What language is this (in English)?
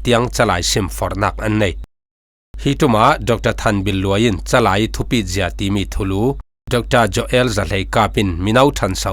Falam Chin